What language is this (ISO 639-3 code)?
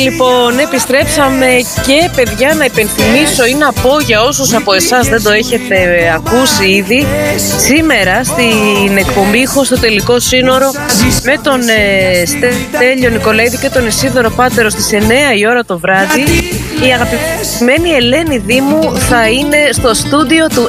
ell